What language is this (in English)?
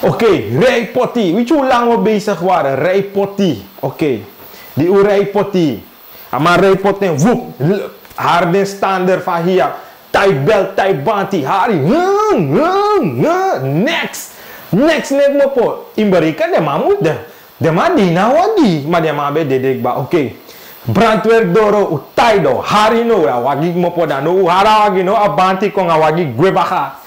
Sranan Tongo